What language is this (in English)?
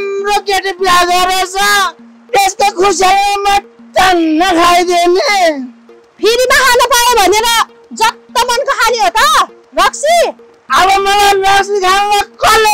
Nepali